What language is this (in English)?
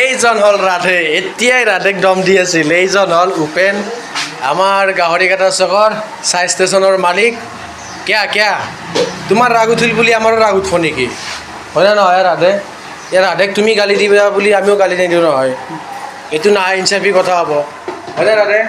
Assamese